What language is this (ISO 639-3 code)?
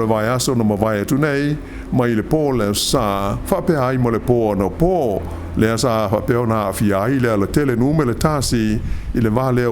smo